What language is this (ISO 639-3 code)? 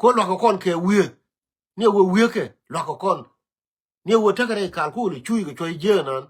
nus